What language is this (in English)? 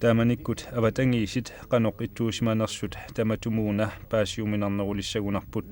Kalaallisut